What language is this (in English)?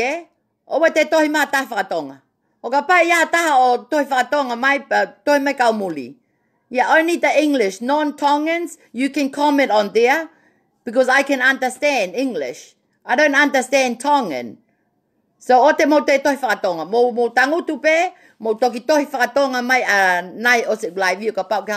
Tongan